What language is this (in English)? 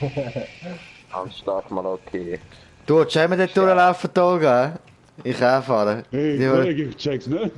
Swiss German